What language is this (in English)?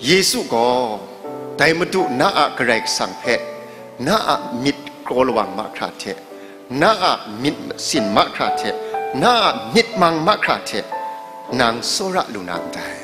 Kachin